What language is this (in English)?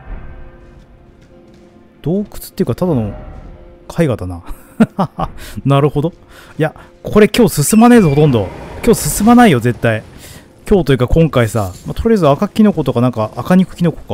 Japanese